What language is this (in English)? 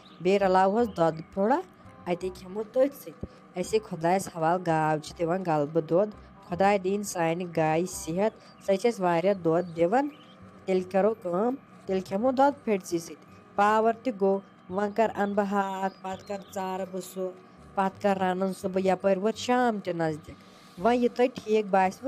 Kashmiri